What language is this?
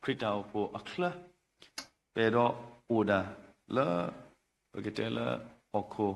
S'gaw Karen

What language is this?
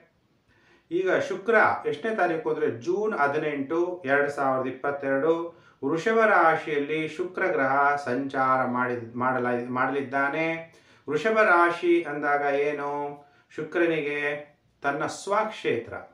Kannada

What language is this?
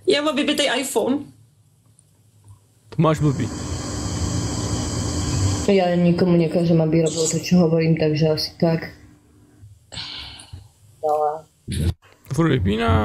Czech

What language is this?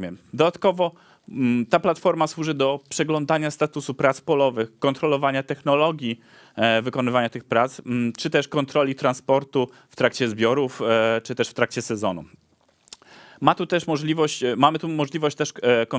Polish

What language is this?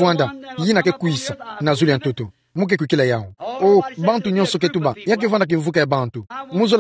Kituba (Democratic Republic of Congo)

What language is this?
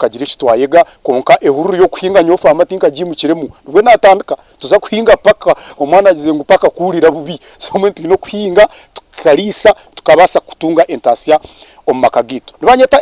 Nyankole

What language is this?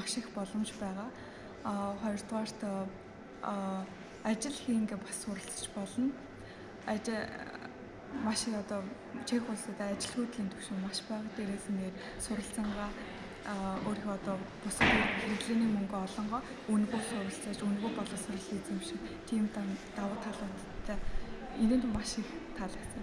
Mongolian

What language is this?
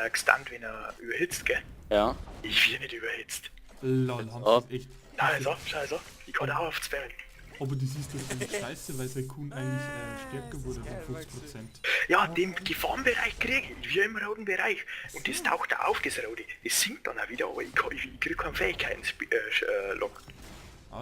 Bavarian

